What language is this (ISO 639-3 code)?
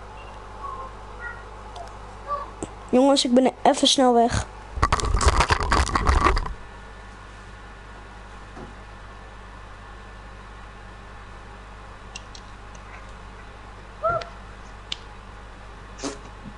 nld